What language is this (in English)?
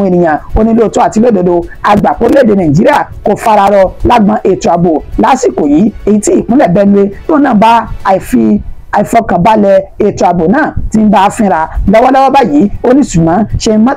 Yoruba